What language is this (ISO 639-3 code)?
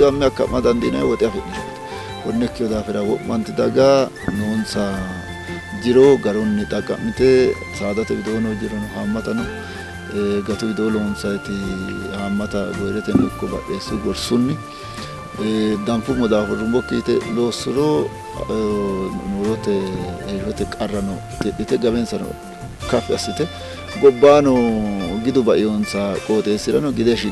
sid